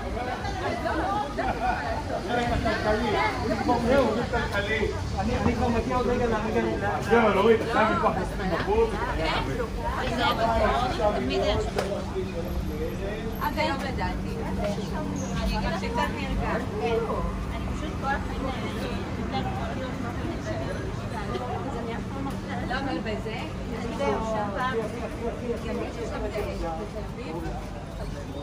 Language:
Hebrew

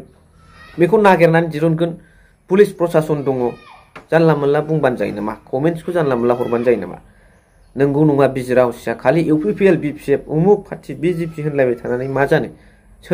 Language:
Bodo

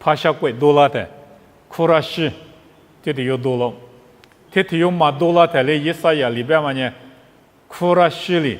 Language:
Lisu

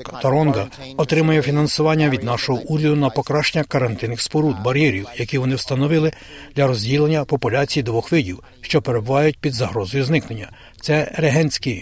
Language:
Ukrainian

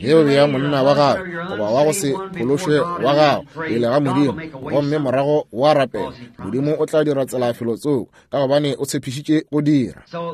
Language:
Northern Sotho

